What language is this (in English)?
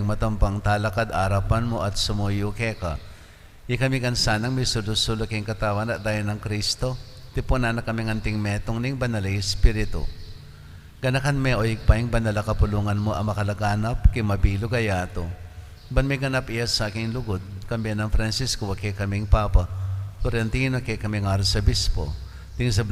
Pampanga